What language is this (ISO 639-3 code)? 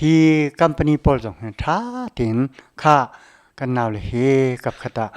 cnh